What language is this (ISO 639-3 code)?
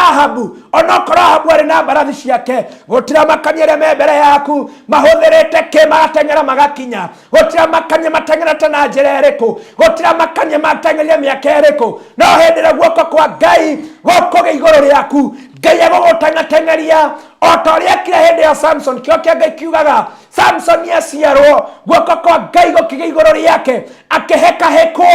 kik